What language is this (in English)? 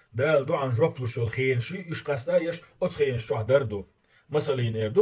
Chechen